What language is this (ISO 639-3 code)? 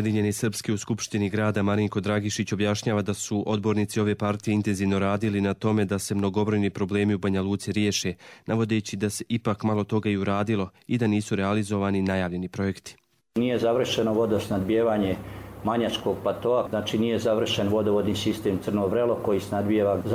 bos